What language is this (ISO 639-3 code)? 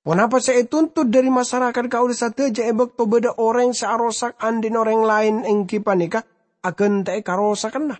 mad